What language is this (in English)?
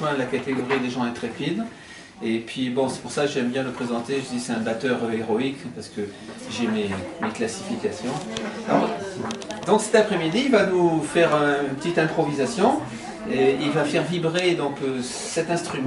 French